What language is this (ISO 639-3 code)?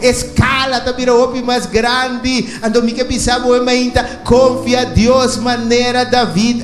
pap